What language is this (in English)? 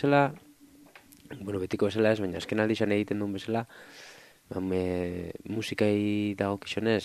Basque